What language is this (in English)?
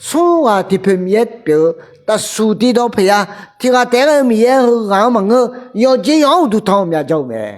Akha